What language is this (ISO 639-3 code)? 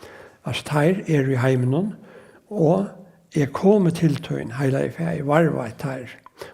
fao